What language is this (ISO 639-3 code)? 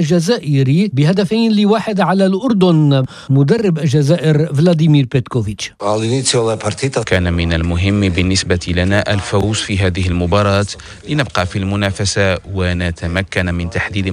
ara